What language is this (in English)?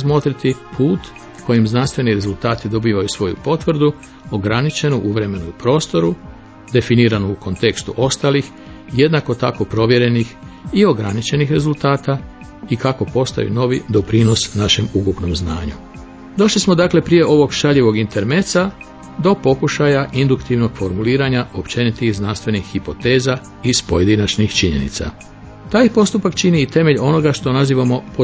Croatian